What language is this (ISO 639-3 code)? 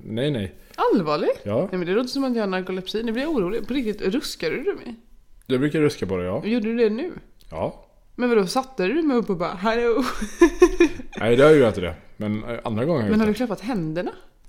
swe